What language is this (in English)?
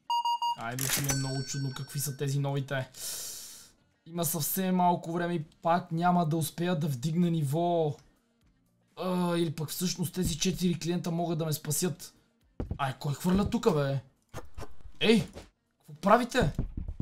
Bulgarian